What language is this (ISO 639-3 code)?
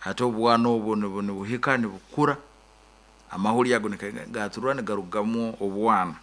nyn